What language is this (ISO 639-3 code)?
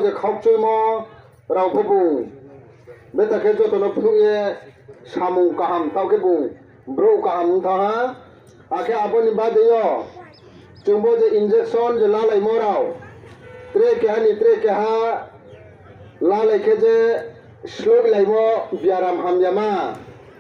ria